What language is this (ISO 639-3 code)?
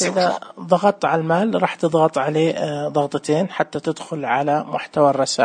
ars